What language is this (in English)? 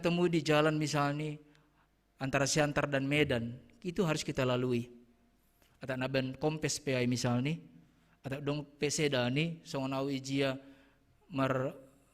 Batak Simalungun